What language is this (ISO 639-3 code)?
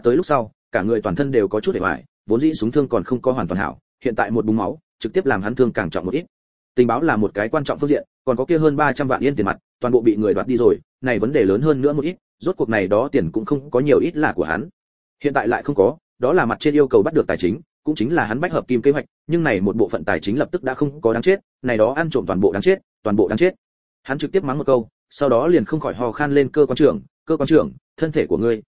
vie